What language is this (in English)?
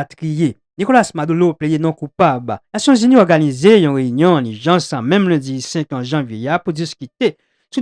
Haitian Creole